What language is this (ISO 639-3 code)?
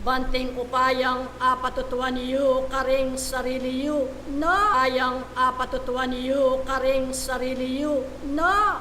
pam